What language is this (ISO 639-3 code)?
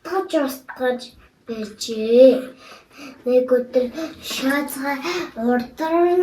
mon